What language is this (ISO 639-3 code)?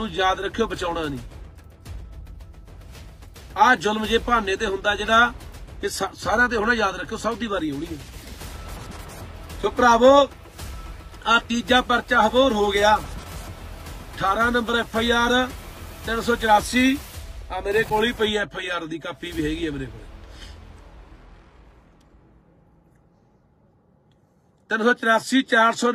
pan